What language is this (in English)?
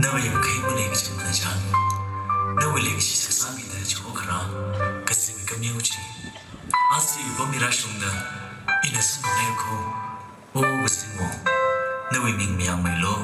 Tangkhul Naga (India)